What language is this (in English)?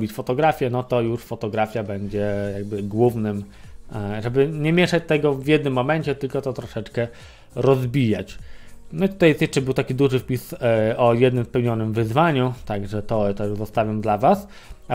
Polish